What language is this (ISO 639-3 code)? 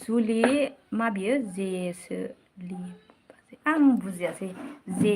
brx